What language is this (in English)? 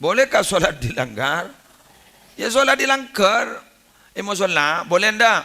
Madurese